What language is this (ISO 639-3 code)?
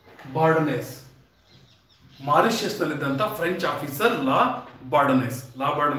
kan